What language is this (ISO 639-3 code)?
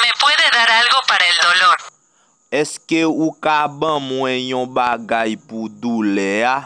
hat